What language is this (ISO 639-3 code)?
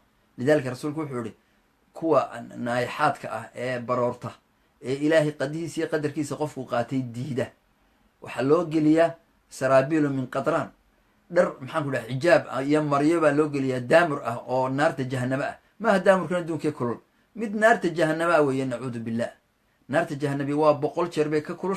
som